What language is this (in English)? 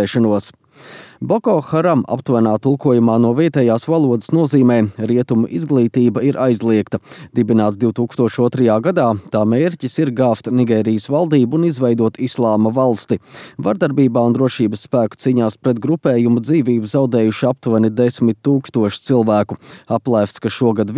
Latvian